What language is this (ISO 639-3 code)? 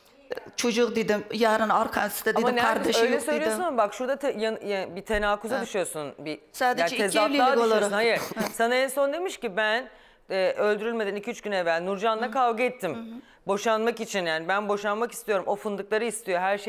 tur